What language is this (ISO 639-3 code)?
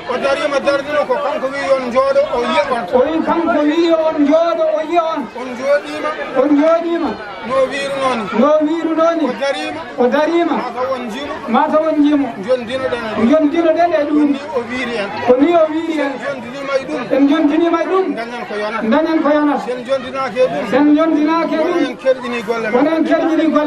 ful